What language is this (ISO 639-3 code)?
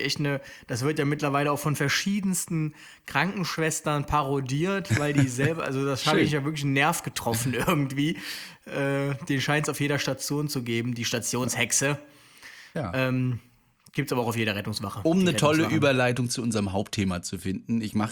deu